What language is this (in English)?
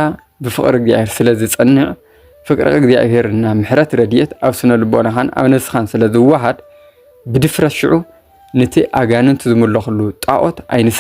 Tigrinya